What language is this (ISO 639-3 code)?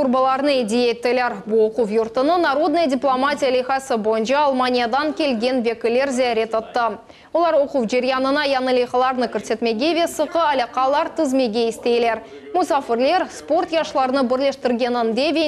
crh